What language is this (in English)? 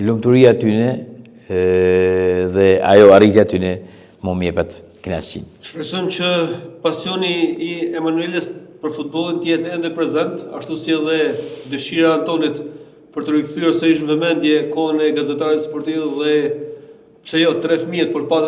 Albanian